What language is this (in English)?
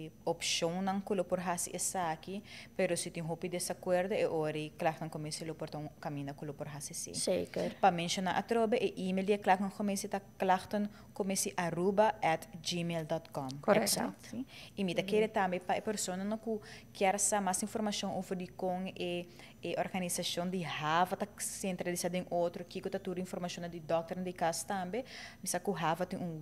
Papiamento